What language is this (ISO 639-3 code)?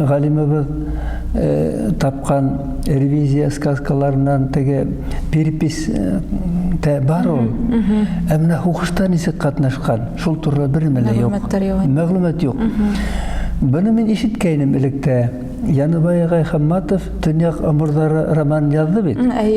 bak